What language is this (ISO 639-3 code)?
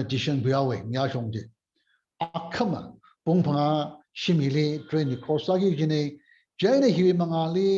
nmf